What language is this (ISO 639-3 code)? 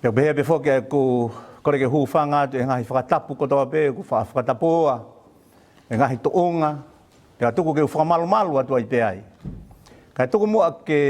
ton